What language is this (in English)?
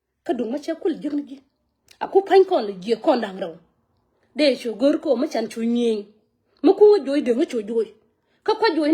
Nuer